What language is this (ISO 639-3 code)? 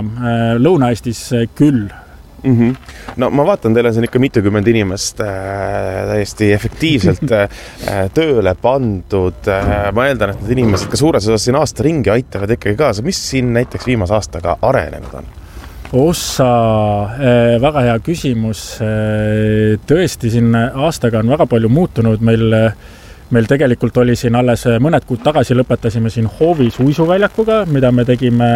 est